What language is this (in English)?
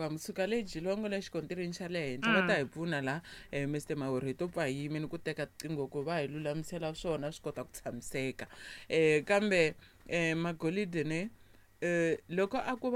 Tsonga